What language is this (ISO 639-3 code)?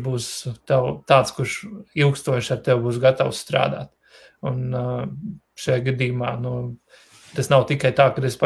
lav